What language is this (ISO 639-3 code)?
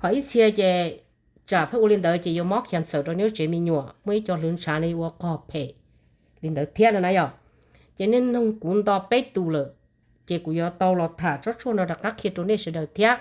hmn